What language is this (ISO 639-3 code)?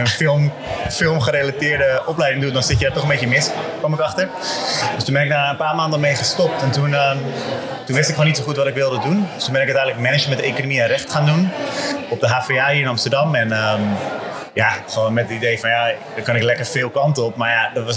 nld